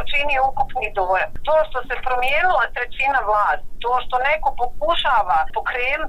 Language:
Bosnian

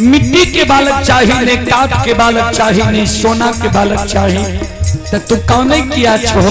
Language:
Maithili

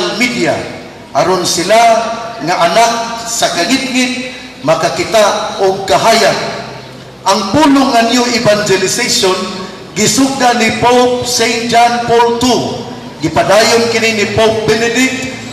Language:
Cebuano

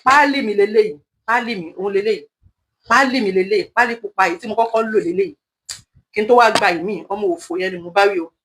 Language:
Yoruba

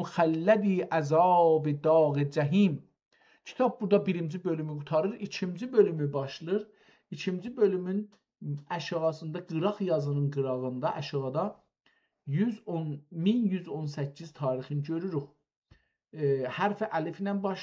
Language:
South Azerbaijani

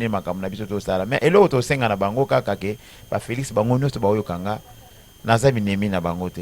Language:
Lingala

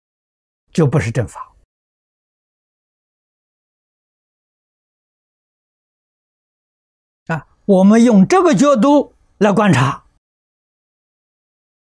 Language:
Chinese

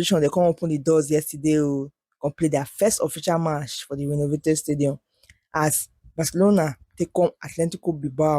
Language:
Nigerian Pidgin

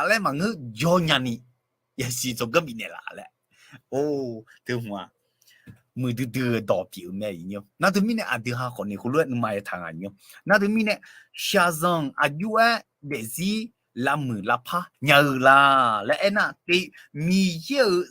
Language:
Akha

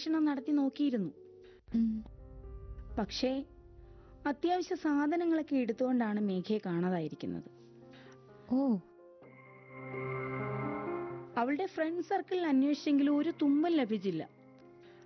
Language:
Malayalam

